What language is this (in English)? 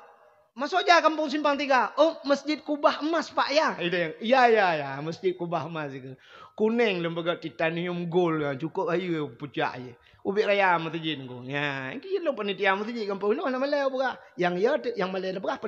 Achinese